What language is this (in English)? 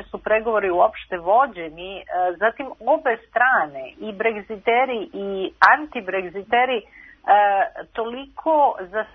Serbian